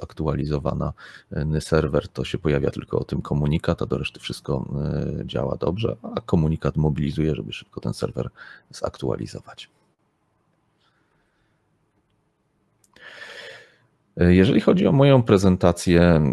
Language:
Polish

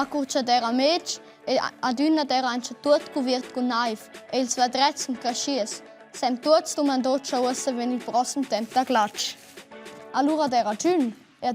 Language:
Romansh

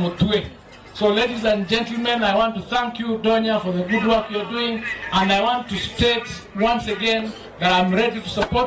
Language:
Gusii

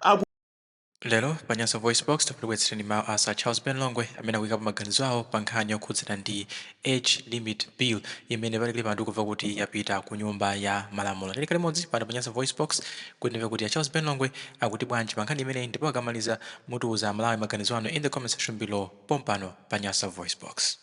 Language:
Nyanja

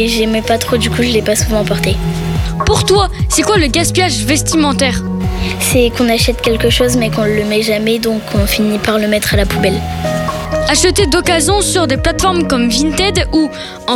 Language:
French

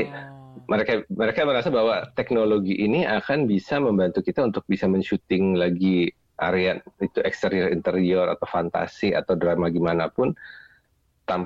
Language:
Indonesian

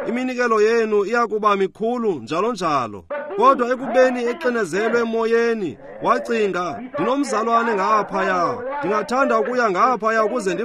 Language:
Xhosa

